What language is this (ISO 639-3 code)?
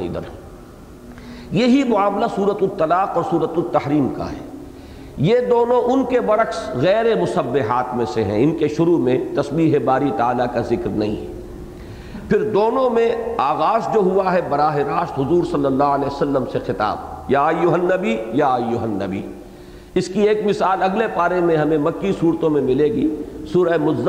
urd